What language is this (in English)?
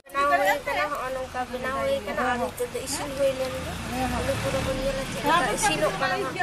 Santali